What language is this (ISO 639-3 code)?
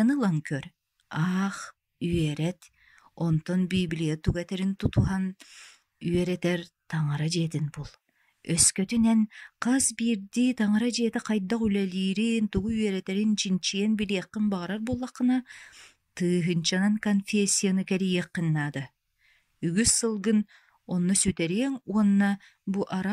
sah